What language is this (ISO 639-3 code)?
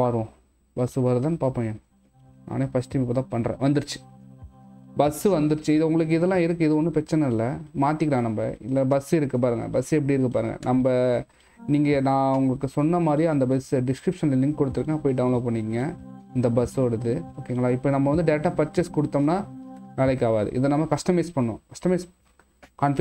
tam